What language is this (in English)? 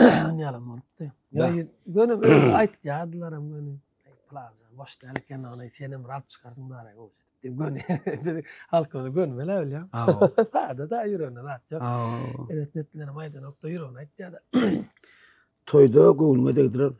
Turkmen